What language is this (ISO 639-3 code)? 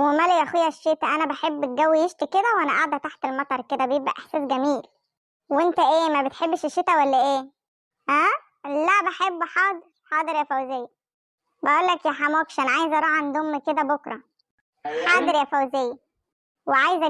arz